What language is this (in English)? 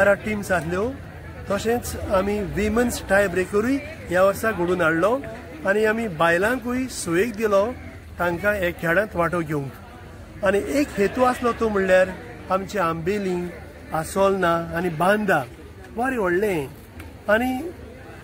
Konkani